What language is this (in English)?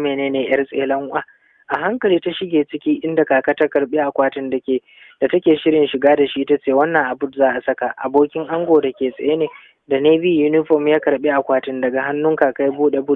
Hausa